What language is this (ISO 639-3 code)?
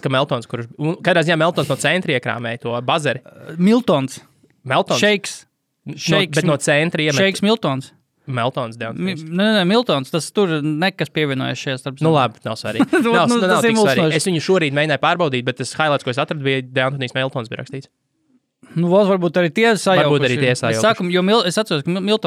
lav